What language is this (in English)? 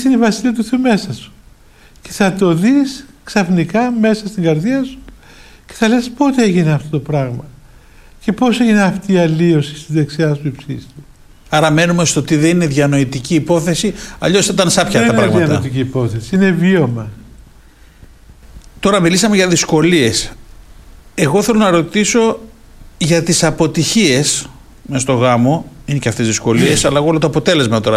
Greek